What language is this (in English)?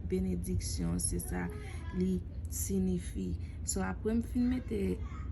Haitian Creole